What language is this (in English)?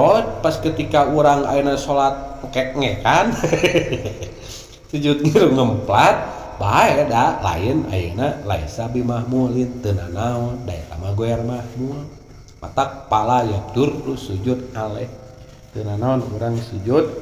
Sundanese